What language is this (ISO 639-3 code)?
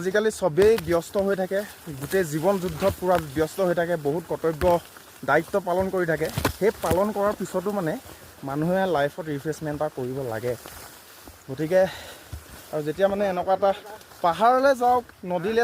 asm